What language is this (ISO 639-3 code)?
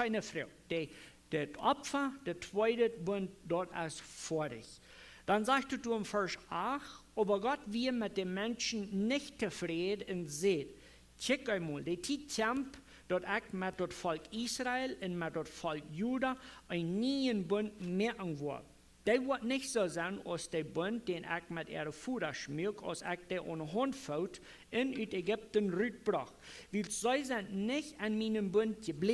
pdt